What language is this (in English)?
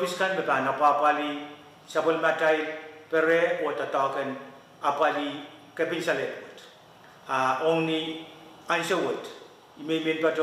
Pohnpeian